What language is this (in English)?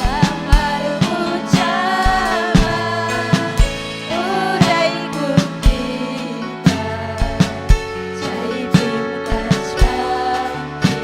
Ayacucho Quechua